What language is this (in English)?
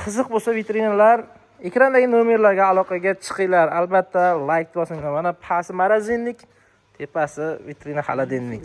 Uzbek